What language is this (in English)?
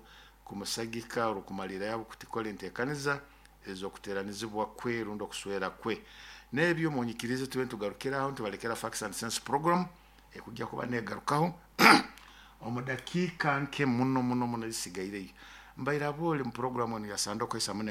Nyoro